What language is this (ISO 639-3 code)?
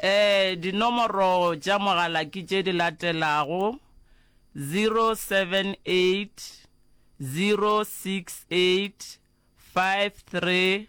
nso